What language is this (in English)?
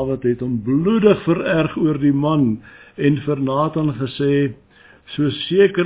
Afrikaans